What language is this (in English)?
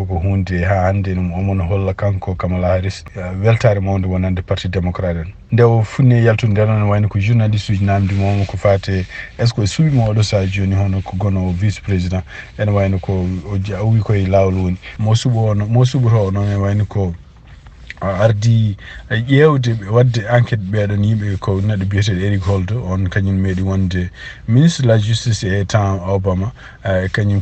Fula